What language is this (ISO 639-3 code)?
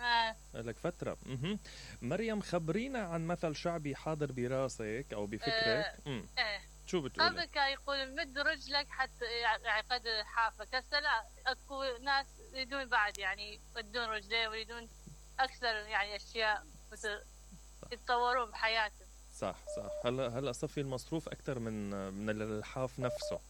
acm